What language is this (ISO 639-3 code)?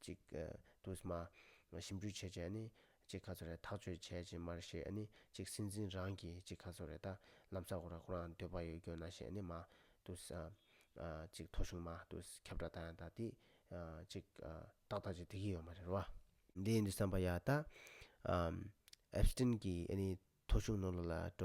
bod